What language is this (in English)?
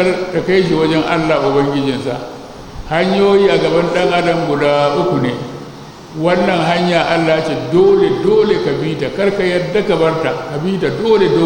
Hausa